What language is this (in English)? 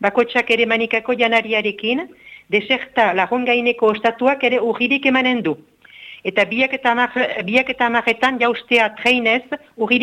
Basque